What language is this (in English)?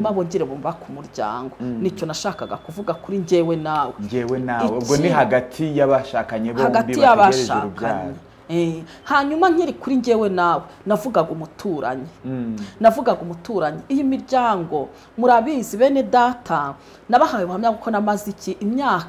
Kinyarwanda